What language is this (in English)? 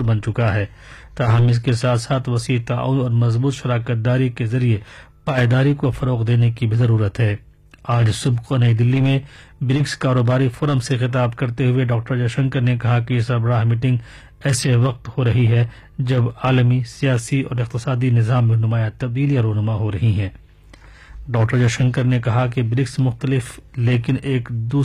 Urdu